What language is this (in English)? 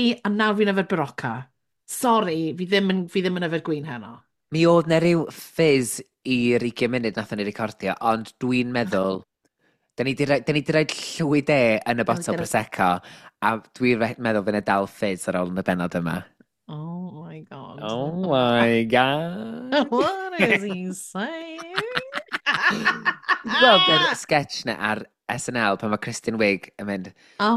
Welsh